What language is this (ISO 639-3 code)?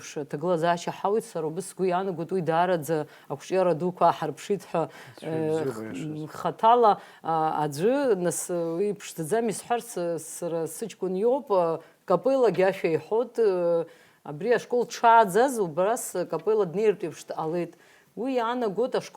abk